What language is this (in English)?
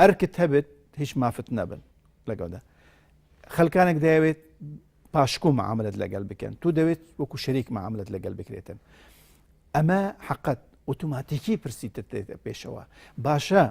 Central Kurdish